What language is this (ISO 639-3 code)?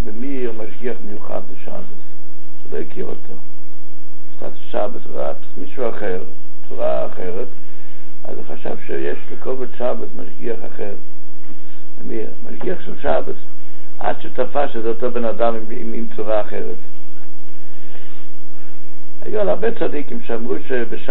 heb